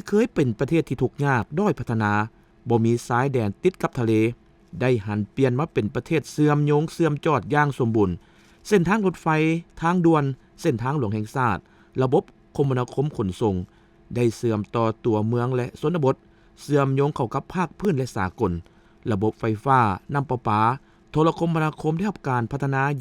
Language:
Lao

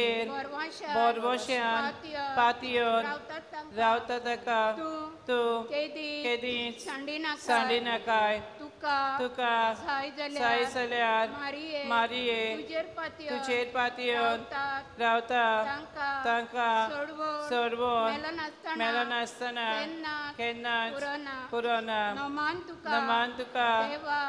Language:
Konkani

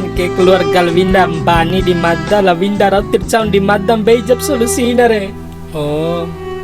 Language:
Bima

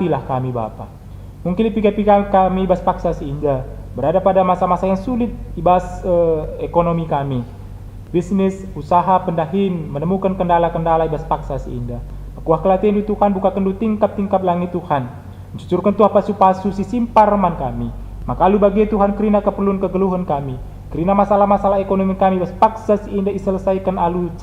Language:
Batak Karo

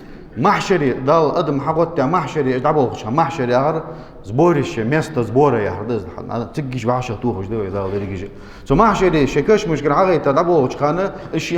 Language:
Ingush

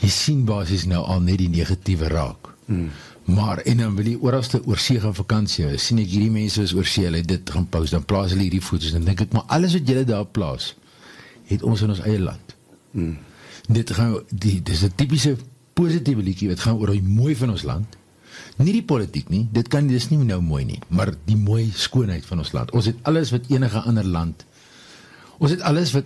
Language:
Afrikaans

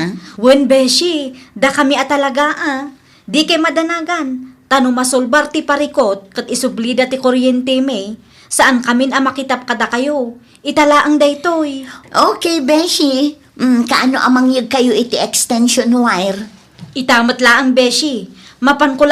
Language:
Iloko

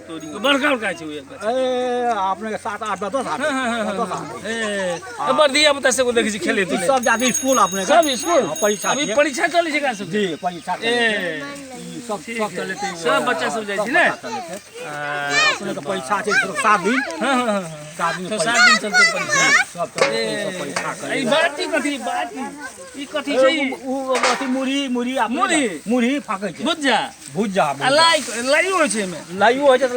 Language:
Maithili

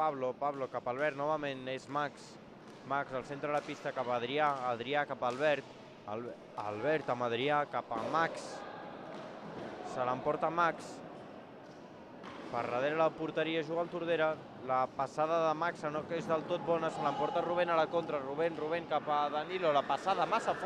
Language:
Catalan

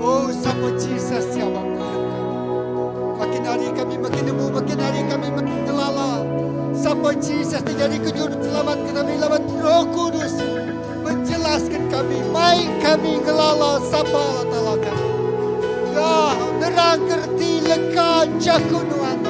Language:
Iban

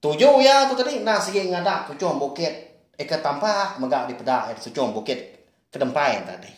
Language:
Iban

